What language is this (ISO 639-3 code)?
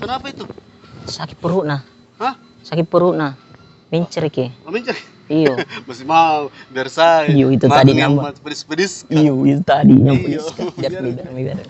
mfp